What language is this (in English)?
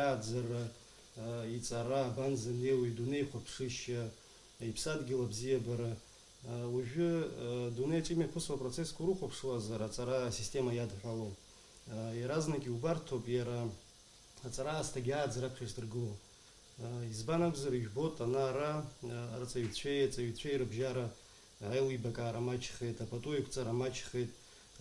Abkhazian